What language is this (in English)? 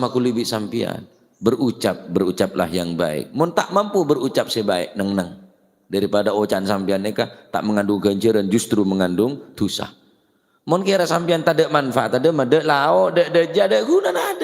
Madurese